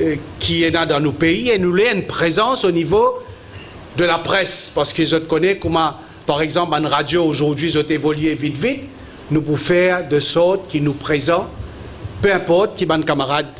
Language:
Morisyen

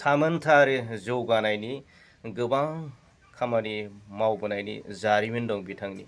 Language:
Bodo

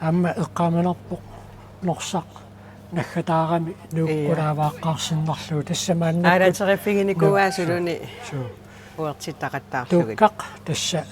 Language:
Kalaallisut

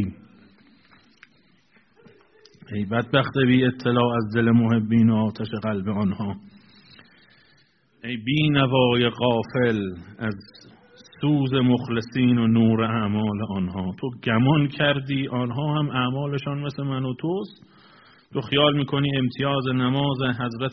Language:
Persian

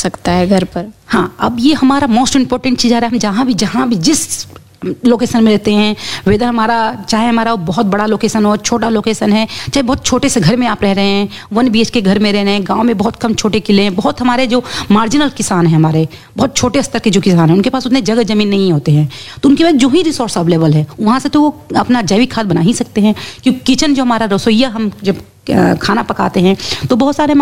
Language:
Hindi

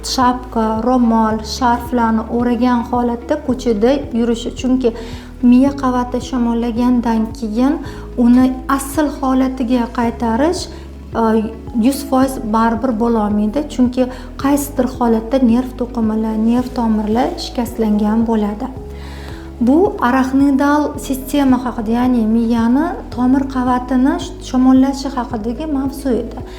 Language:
Uzbek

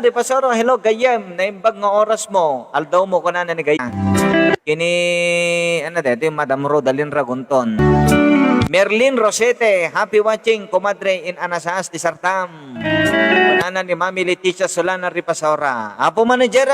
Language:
Iloko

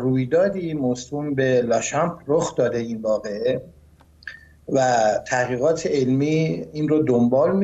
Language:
Persian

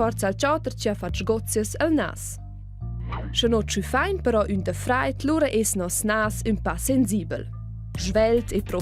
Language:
Romansh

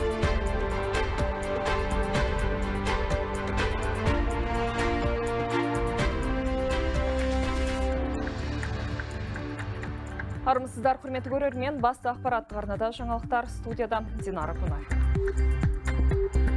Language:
Kazakh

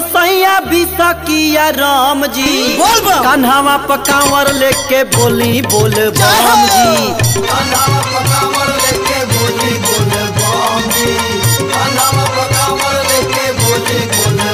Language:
Bhojpuri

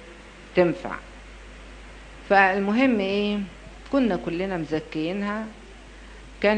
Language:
Egyptian Arabic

